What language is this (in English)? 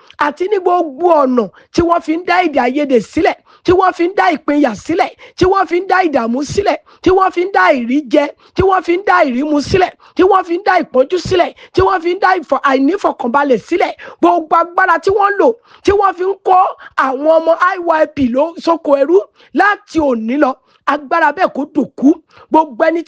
Yoruba